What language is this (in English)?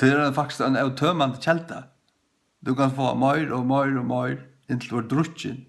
Faroese